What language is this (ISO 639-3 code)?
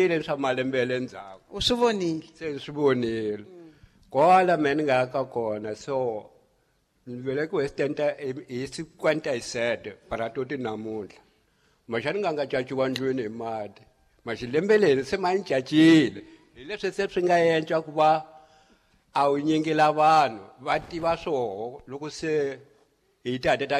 tso